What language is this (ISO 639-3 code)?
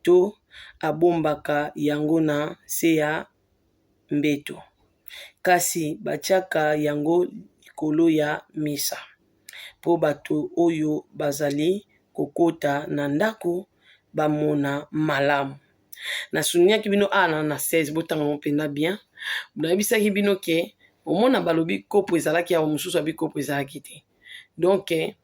lin